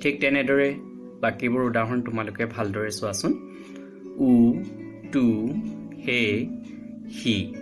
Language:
Assamese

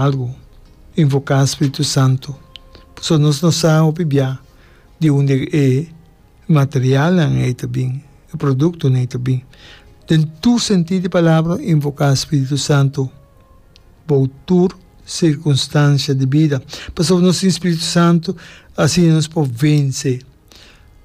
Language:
Papiamento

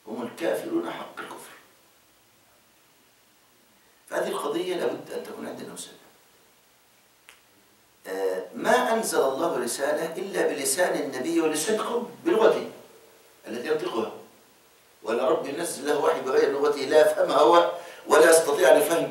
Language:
Egyptian Arabic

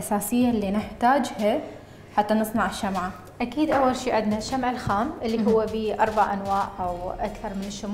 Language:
Mesopotamian Arabic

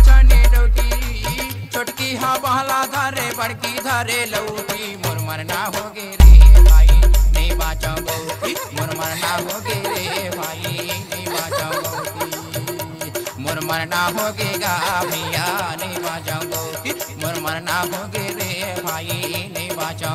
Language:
Chhattisgarhi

